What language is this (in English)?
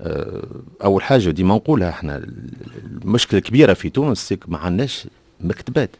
Tunisian Arabic